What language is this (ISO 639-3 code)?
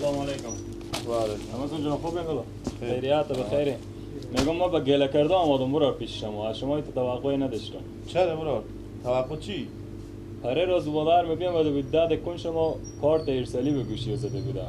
fas